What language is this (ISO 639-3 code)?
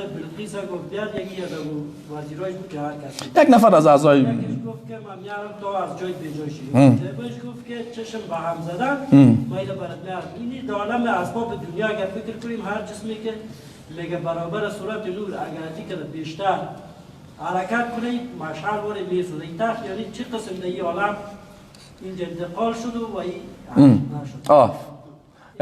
fas